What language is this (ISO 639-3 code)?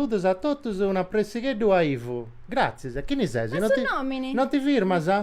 srd